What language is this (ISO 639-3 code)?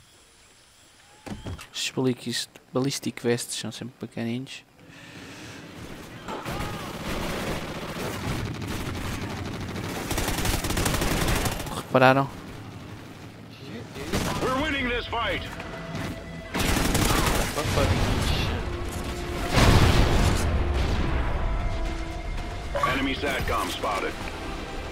por